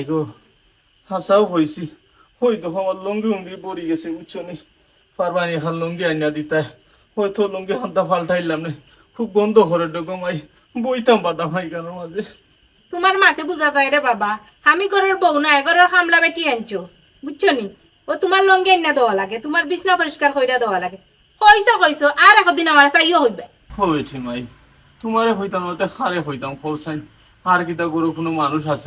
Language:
Sylheti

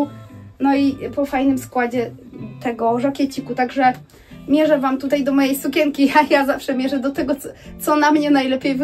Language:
Polish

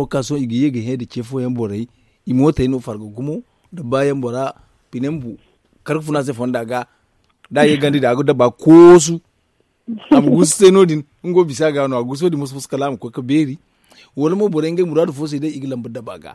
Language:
Zarma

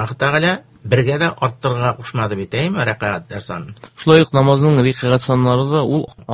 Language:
Tatar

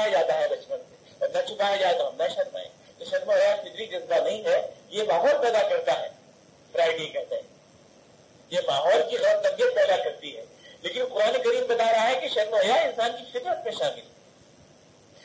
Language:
Urdu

